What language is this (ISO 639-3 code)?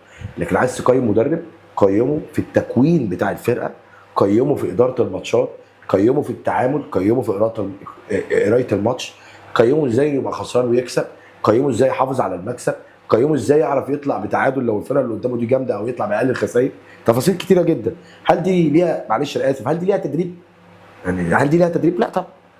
arz